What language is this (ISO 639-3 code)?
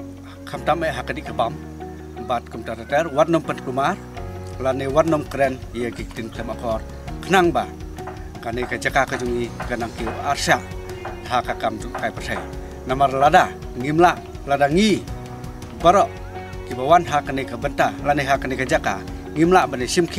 kha